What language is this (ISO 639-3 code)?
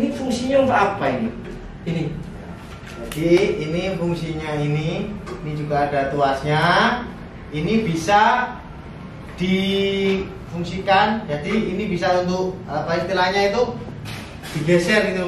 ind